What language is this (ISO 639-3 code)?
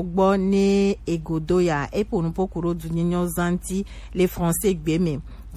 gej